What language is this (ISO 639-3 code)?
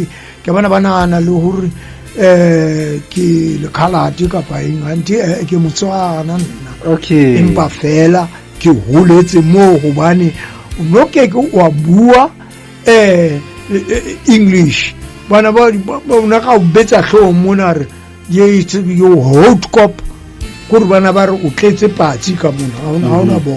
sot